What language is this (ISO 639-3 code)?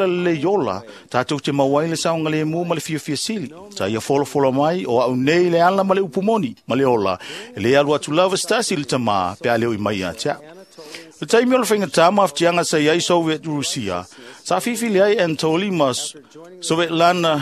smo